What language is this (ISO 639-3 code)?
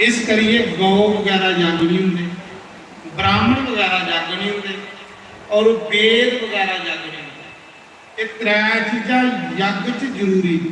doi